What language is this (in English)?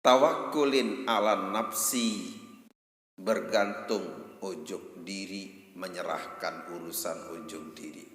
Sasak